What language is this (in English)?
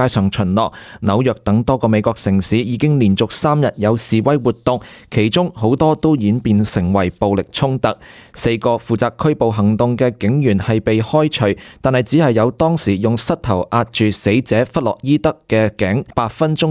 Cantonese